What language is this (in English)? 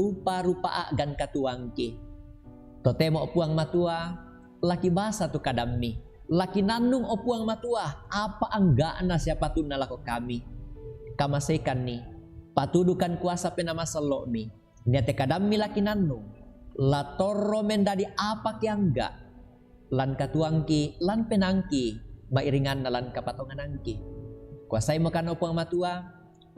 Toraja-Sa'dan